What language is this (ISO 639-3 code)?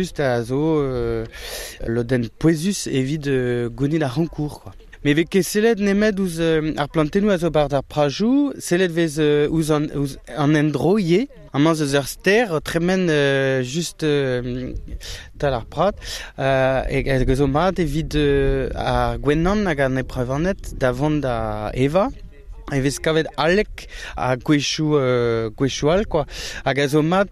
bre